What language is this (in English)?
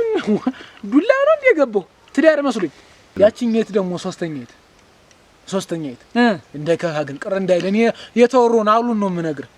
Amharic